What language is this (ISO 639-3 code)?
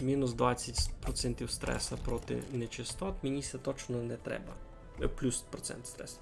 rue